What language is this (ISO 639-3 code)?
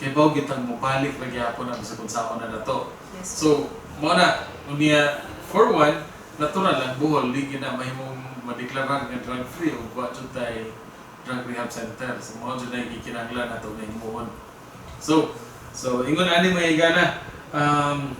ceb